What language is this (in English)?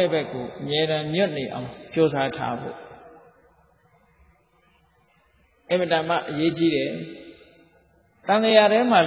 Burmese